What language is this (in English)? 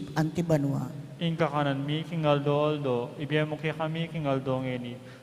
Pampanga